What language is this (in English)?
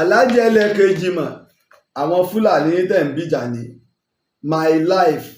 Yoruba